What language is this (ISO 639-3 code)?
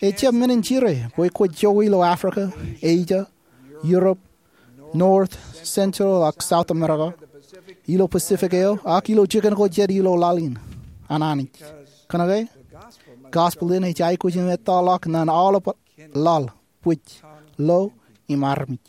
mah